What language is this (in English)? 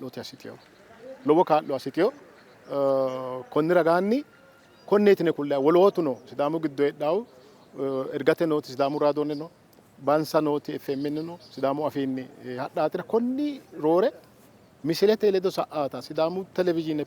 Sidamo